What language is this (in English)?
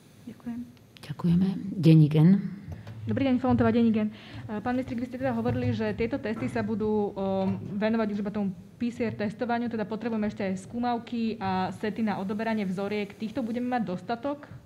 Slovak